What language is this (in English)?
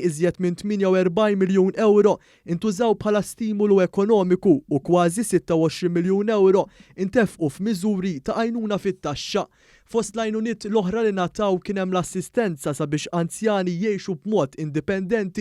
Maltese